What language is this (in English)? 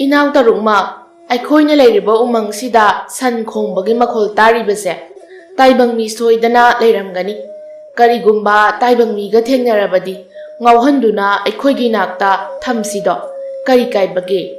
Manipuri